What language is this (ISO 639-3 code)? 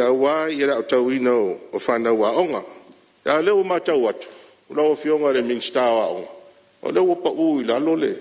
smo